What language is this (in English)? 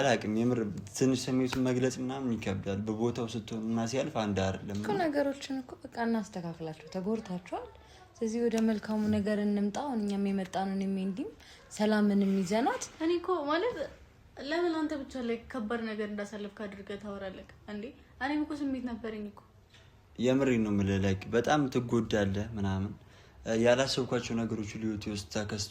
Amharic